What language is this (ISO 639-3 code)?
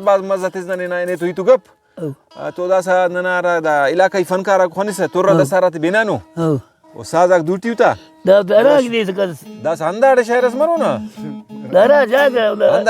brh